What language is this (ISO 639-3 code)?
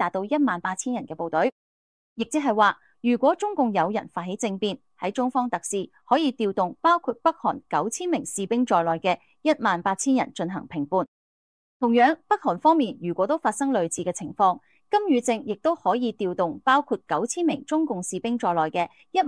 yue